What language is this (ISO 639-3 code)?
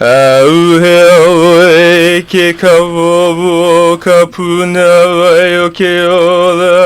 haw